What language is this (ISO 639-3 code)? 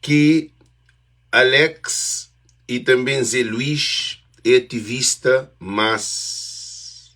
kea